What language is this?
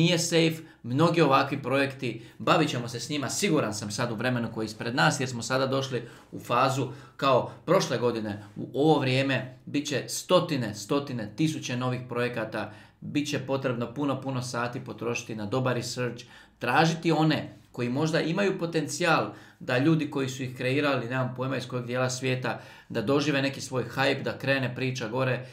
Croatian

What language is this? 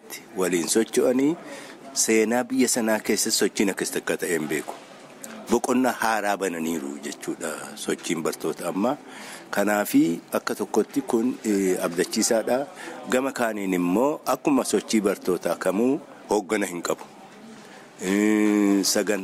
Oromo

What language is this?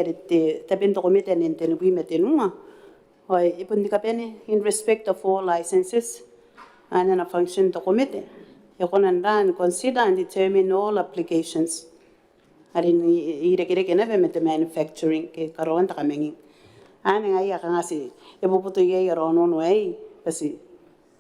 Gilbertese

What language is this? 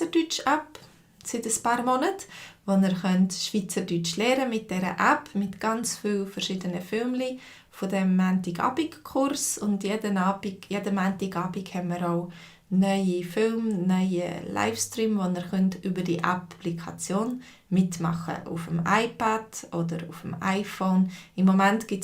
Swiss German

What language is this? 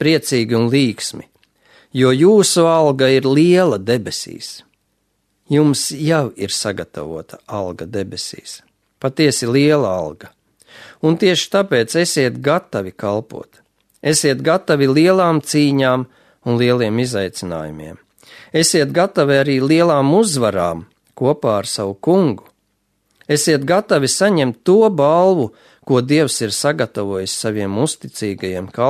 Latvian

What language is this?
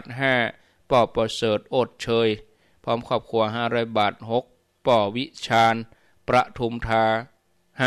Thai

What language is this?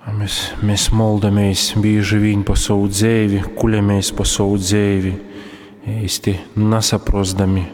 Latgalian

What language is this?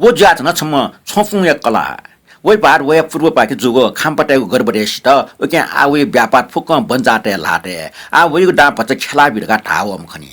Newari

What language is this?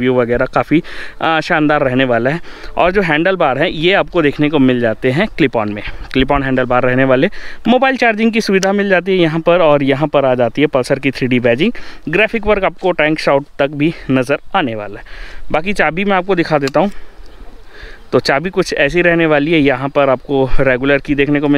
Hindi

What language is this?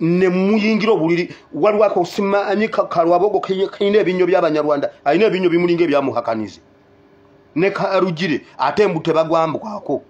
Ganda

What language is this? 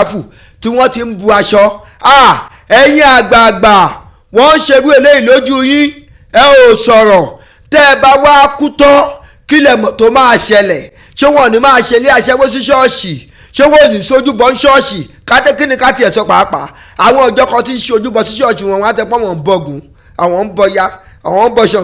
Yoruba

